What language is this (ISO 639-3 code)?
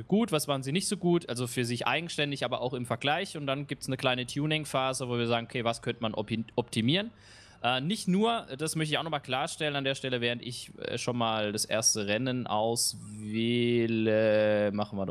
deu